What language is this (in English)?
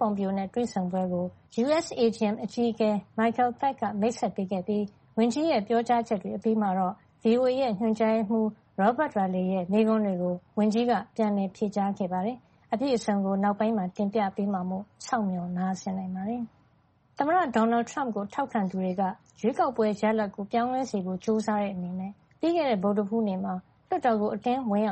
Burmese